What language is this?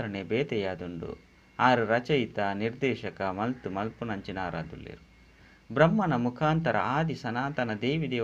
Tulu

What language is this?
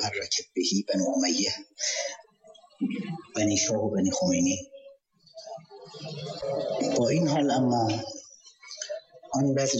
Persian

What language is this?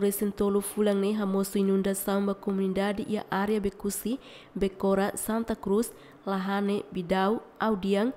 Tetum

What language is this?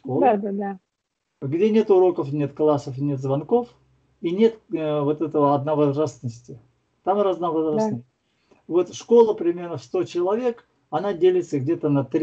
Russian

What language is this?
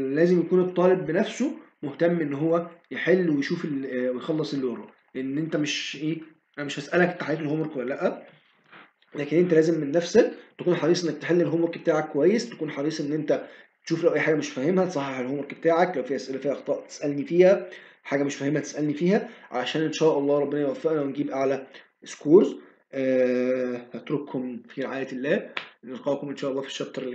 Egyptian Arabic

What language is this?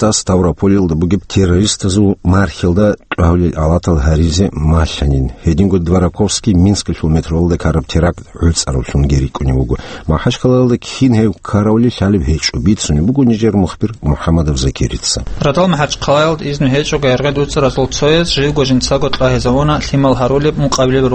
Avaric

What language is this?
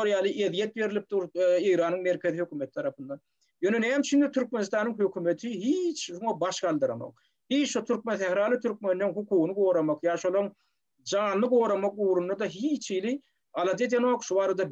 Turkmen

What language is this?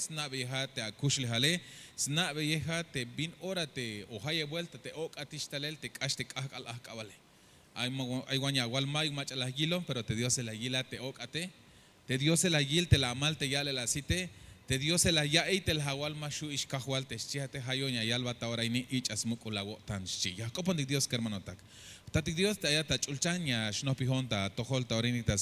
Tzeltal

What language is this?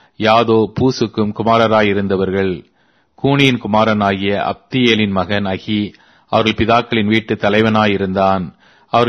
Tamil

